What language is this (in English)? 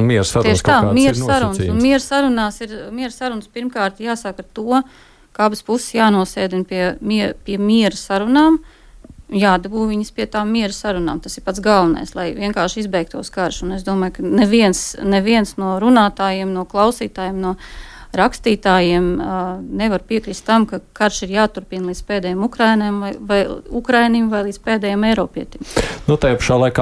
Latvian